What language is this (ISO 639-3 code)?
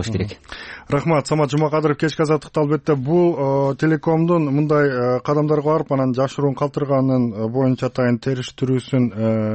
kir